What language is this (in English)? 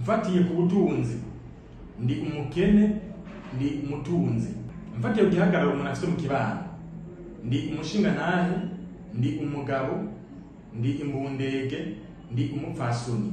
Rundi